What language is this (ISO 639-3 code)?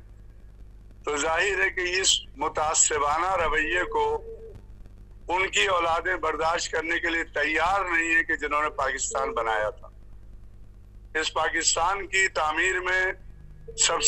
urd